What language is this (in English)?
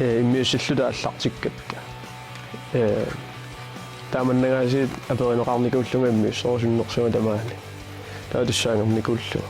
Kalaallisut